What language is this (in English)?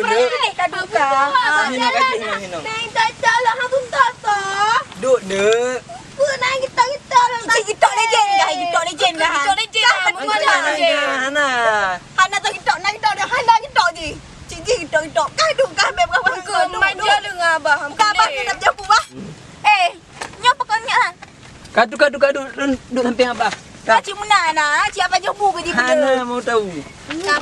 Achinese